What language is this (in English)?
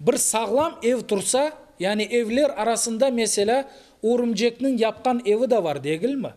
Crimean Tatar